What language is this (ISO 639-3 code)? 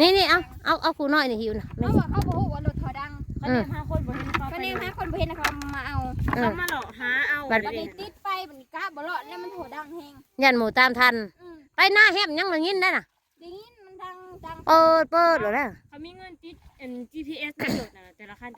tts